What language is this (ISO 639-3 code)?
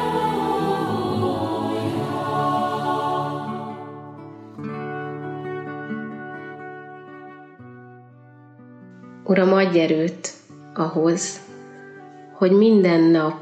hun